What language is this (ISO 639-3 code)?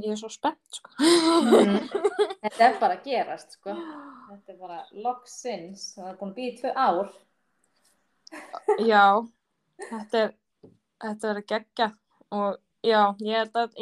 isl